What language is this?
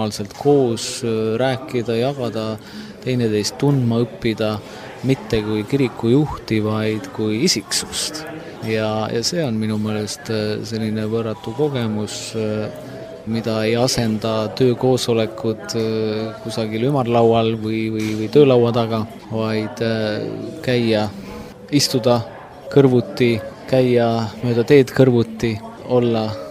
Estonian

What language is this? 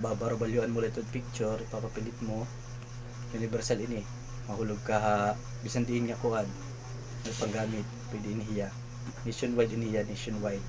Waray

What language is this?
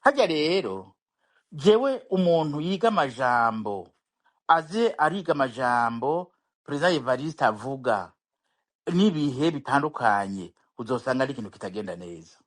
Rundi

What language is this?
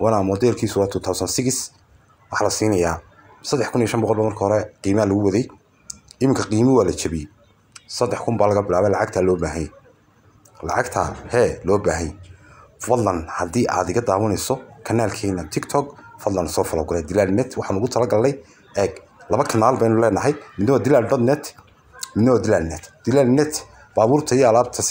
Somali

